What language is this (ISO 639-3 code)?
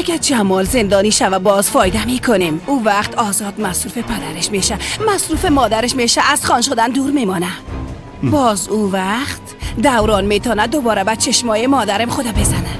fas